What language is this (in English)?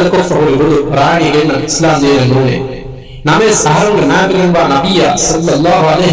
Divehi